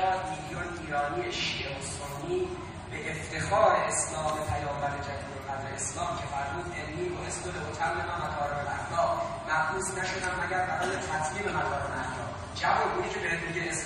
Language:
Persian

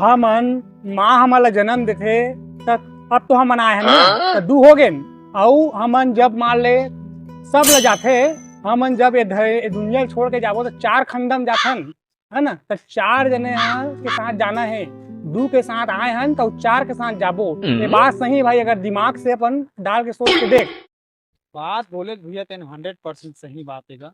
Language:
Chhattisgarhi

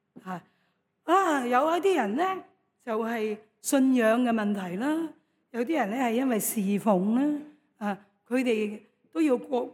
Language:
Cantonese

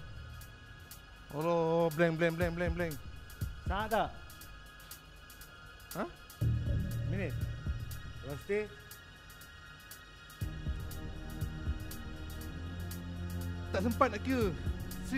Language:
Malay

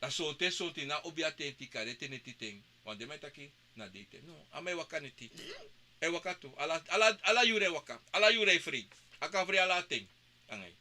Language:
Sranan Tongo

